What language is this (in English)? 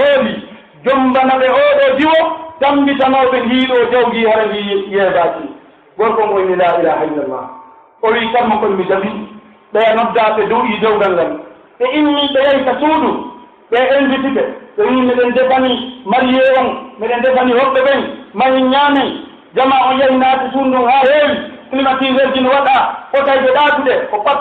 Pular